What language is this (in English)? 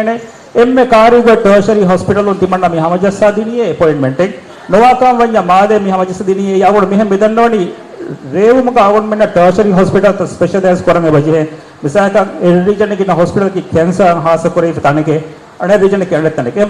Divehi